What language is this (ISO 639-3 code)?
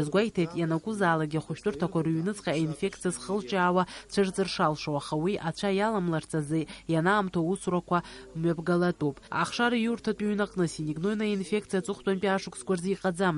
abk